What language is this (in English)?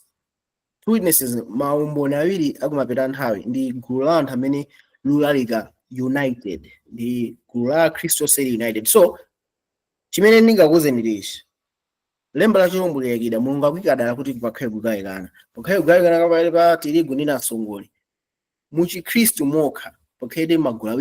Nyanja